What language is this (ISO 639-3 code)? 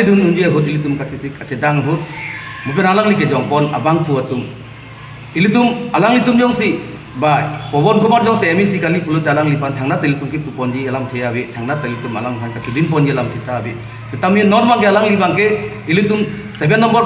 mjw